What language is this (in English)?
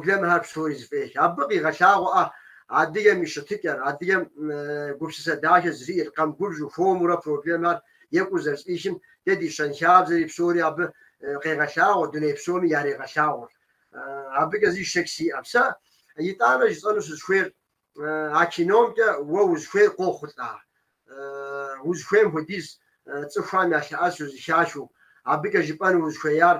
Kabardian